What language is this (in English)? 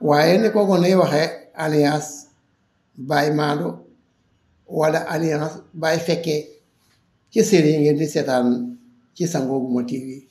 Wolof